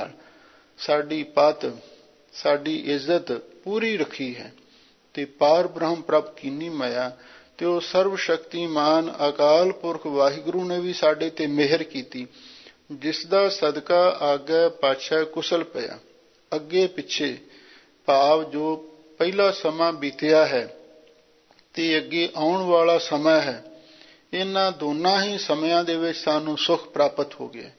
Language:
Punjabi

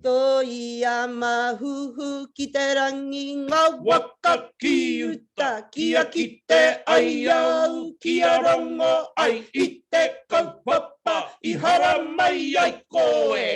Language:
Māori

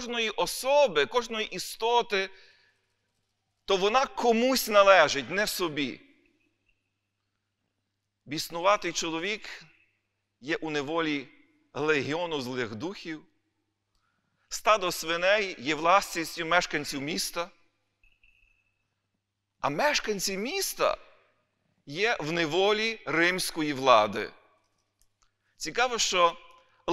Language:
Ukrainian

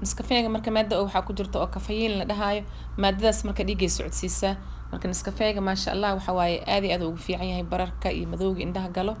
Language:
Somali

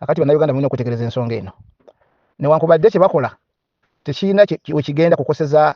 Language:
Ganda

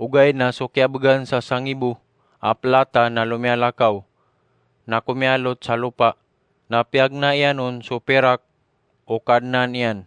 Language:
Maranao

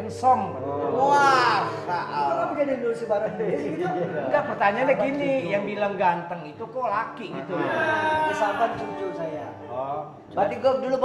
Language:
Betawi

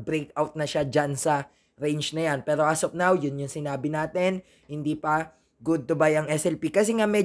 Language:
Filipino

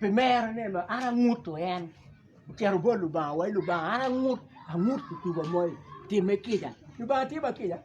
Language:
Acoli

